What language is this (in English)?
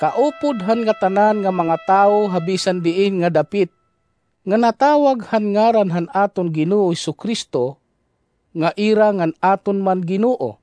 Waray